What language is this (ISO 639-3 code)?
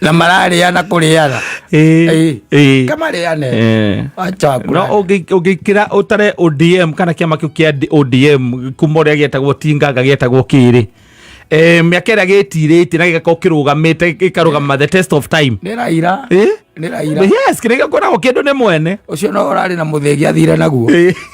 kik